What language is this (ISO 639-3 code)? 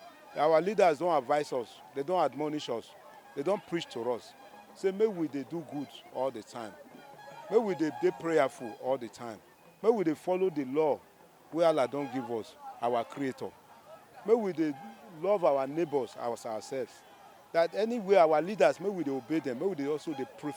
pcm